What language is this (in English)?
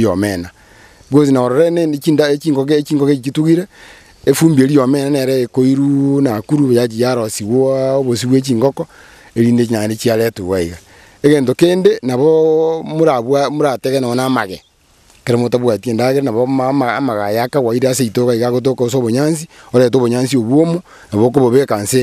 Gusii